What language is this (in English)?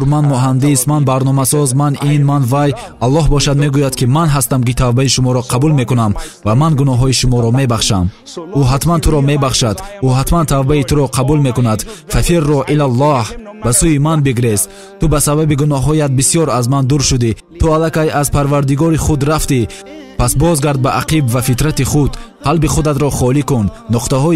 Tajik